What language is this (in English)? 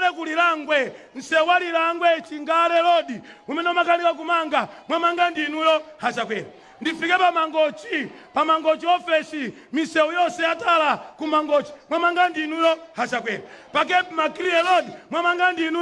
Nyanja